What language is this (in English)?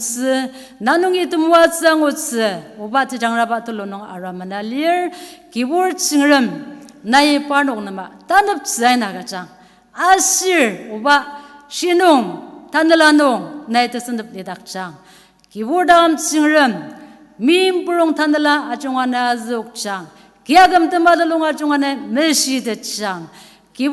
Ao Naga